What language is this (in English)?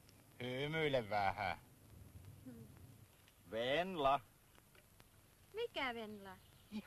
Finnish